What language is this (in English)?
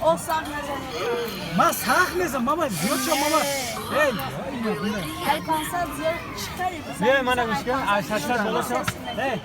Tajik